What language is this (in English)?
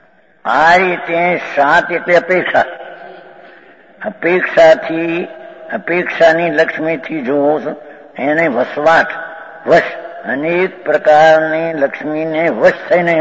Gujarati